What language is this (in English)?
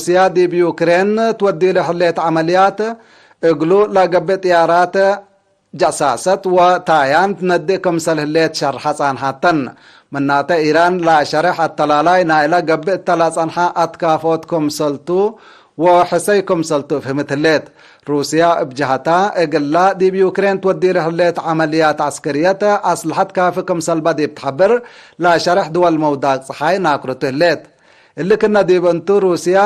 Tigre